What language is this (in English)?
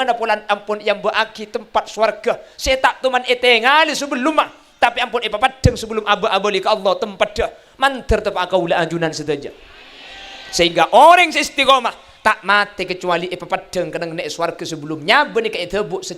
Madurese